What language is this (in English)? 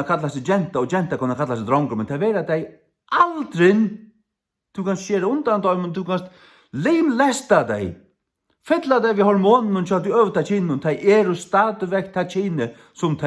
Faroese